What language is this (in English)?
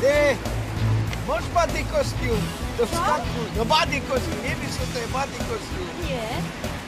Silesian